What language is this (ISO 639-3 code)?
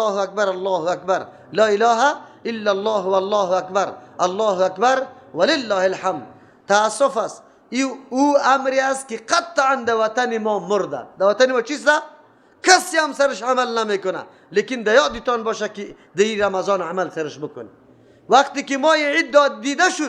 fas